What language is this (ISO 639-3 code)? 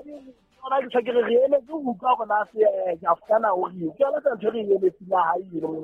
sot